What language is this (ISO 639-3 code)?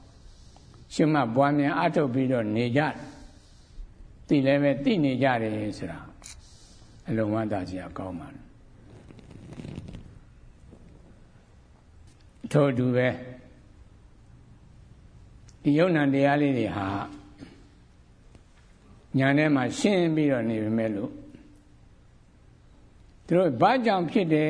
mya